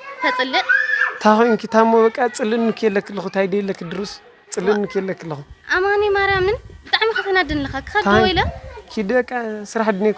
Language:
Tigrinya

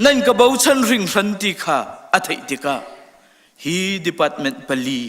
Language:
Hakha Chin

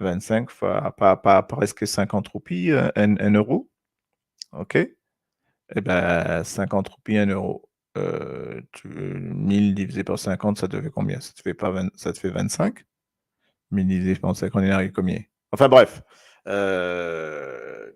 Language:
Morisyen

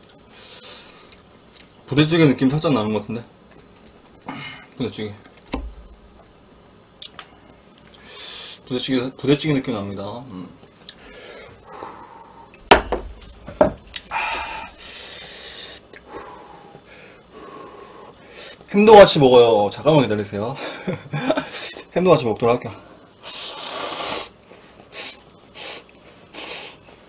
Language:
Korean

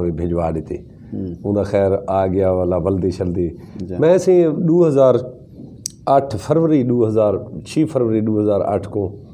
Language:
Saraiki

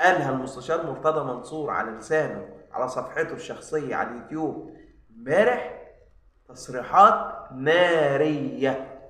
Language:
Egyptian Arabic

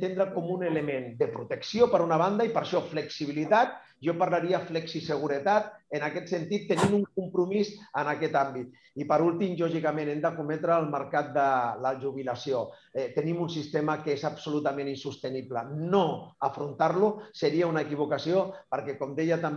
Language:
Catalan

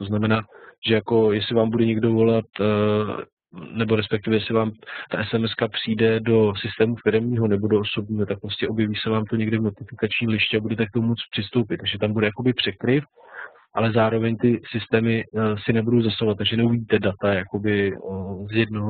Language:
Czech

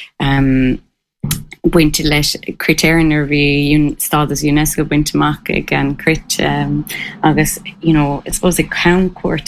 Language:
Irish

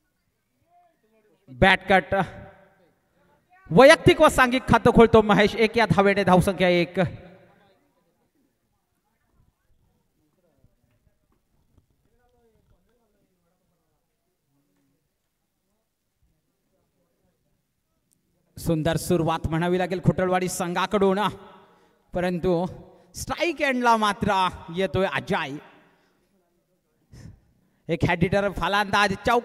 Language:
Marathi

